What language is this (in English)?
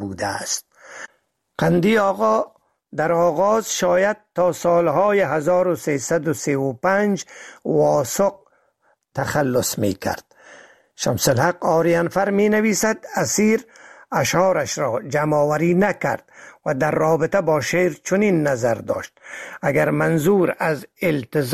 Persian